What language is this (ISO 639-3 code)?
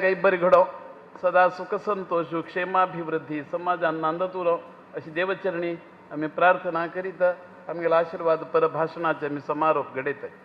kok